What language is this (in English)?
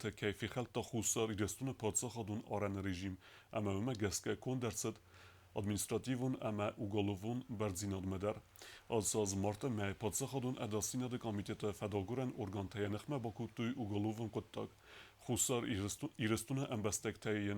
Ossetic